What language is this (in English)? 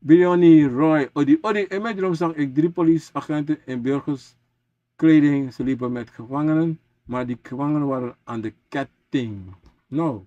Sranan Tongo